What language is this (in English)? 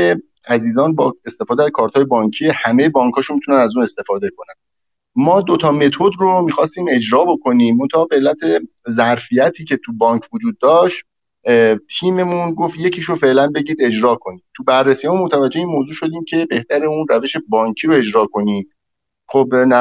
Persian